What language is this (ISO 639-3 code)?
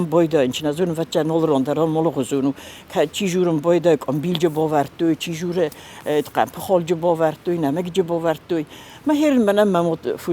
oss